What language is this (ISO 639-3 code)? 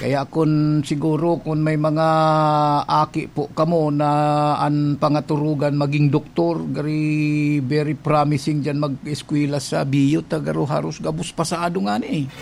bik